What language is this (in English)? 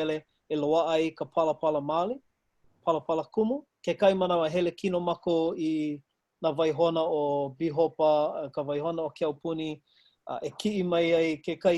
Hawaiian